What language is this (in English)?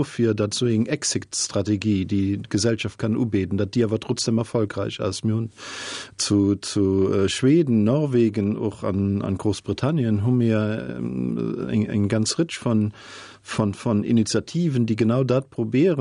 Luxembourgish